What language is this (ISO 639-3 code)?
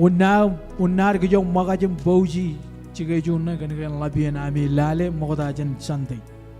mah